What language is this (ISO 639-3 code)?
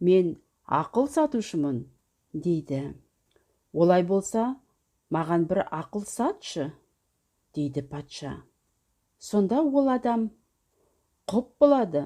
kaz